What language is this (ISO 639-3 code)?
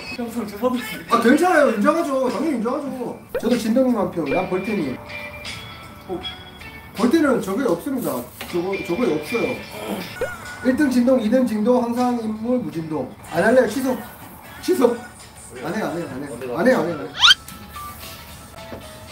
kor